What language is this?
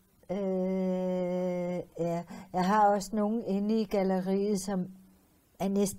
Danish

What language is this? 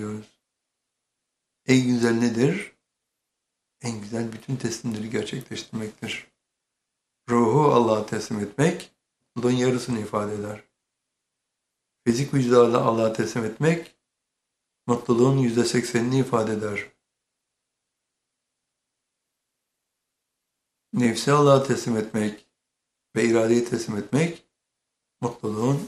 Turkish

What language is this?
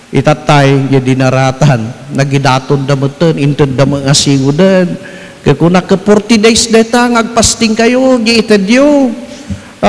Iloko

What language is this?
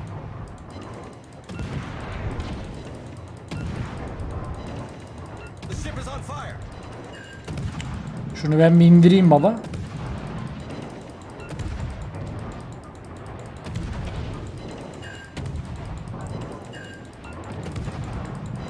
Turkish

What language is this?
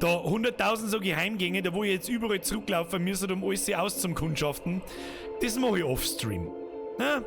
Bavarian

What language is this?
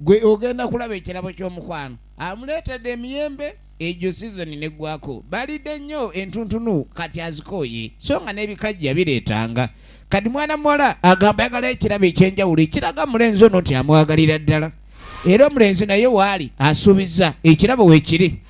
Soga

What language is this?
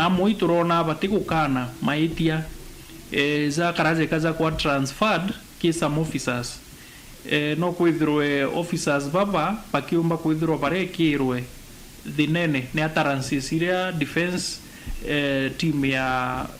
Meru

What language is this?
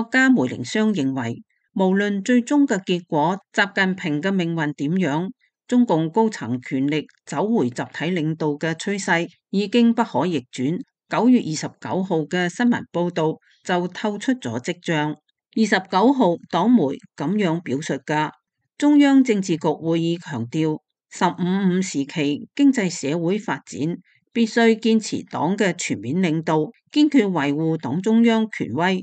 Cantonese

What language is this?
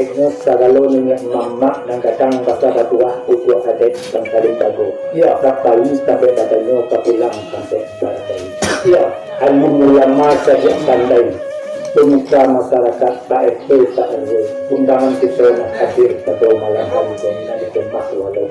Minangkabau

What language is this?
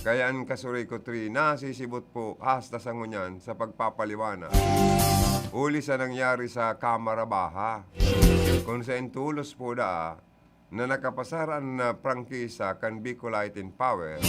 Bikol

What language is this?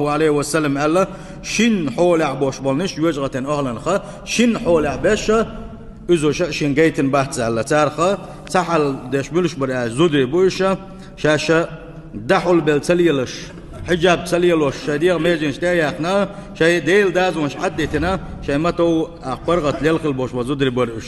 Chechen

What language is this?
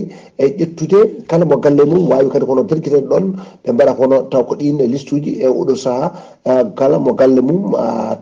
Fula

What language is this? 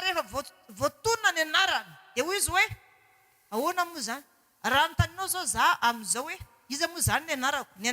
Malagasy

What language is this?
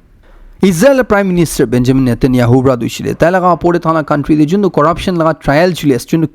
Naga Pidgin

